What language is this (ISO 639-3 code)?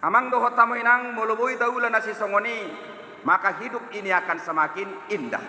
bbc